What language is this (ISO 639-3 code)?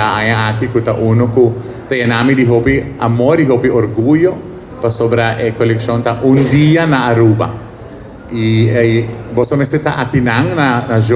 pap